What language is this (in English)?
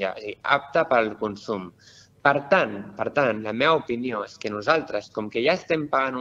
Catalan